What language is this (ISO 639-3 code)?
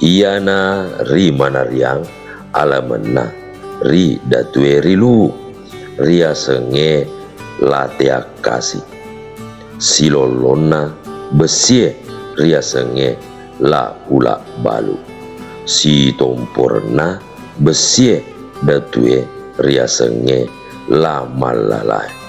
bug